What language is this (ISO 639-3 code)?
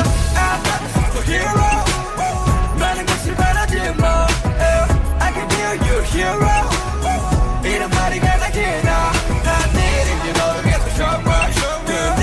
kor